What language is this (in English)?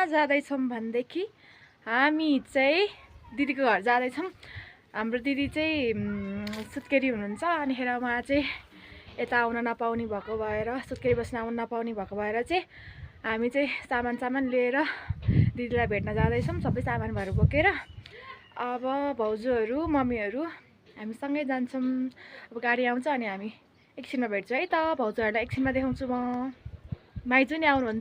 Nepali